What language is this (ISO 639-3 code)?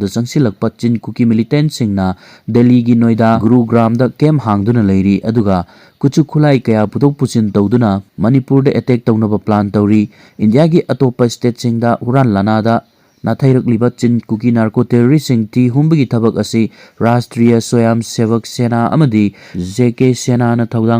mni